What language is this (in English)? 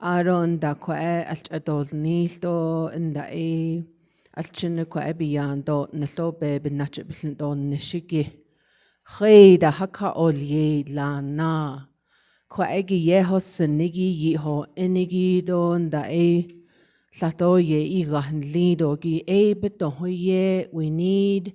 Navajo